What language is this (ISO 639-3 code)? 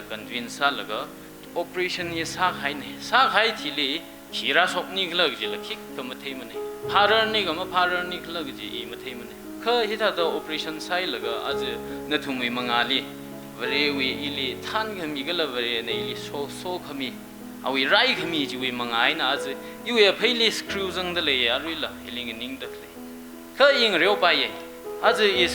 nmf